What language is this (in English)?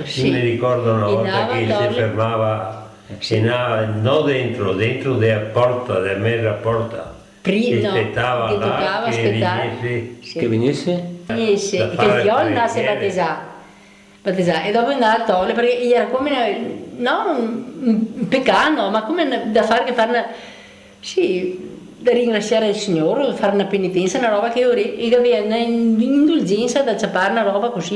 Venetian